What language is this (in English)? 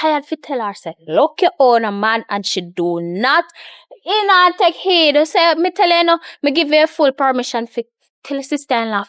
Jamaican Creole English